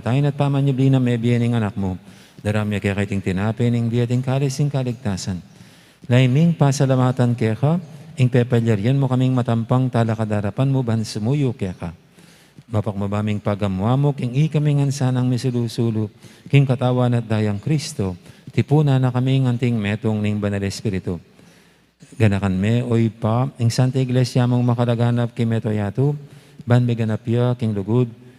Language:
Pampanga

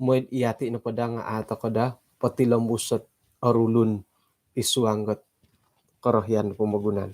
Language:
Central Dusun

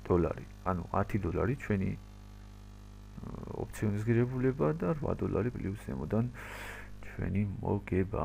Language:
Georgian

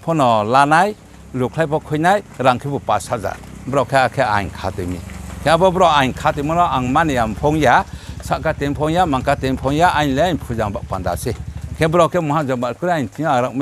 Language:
Riang (India)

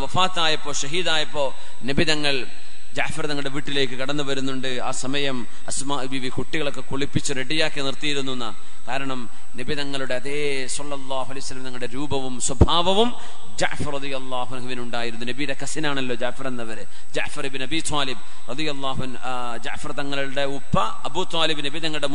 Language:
Malayalam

